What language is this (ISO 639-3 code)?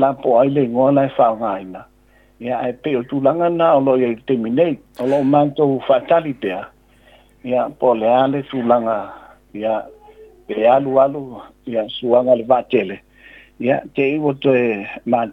smo